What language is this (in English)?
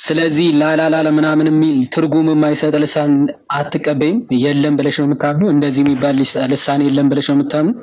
Amharic